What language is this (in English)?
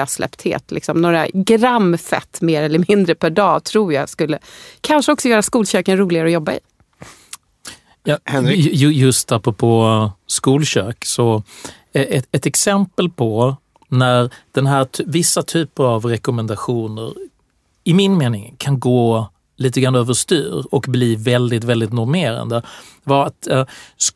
Swedish